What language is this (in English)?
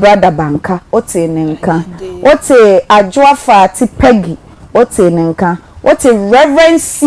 Akan